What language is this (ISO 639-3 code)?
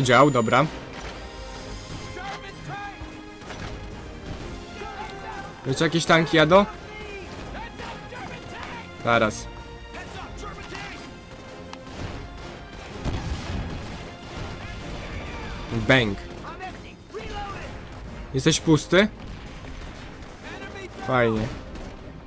pol